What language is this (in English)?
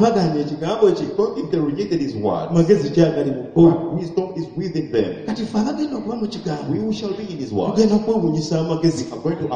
Ganda